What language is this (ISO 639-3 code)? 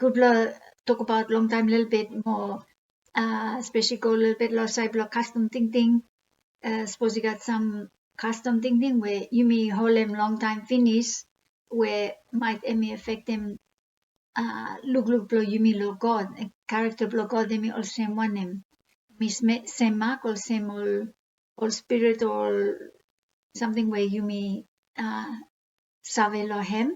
bis